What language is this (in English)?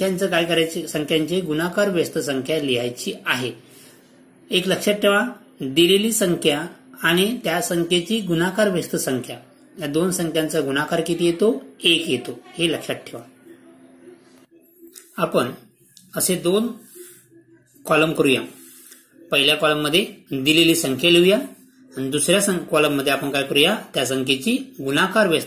Marathi